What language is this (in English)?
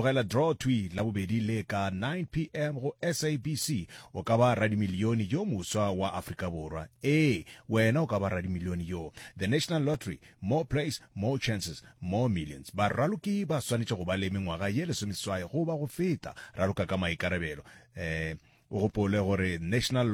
Northern Sotho